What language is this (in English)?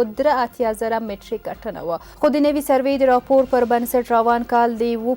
Pashto